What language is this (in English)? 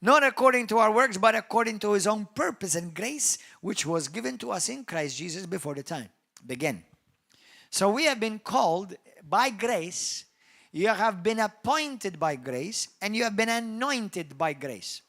English